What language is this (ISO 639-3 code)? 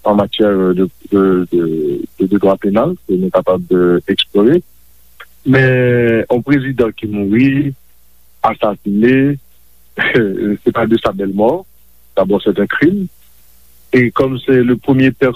hat